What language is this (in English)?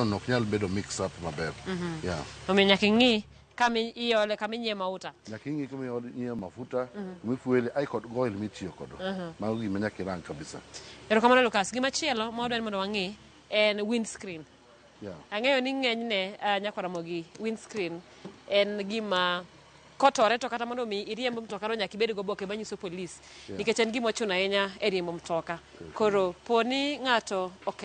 Luo (Kenya and Tanzania)